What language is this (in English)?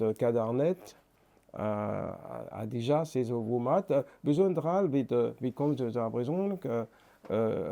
Breton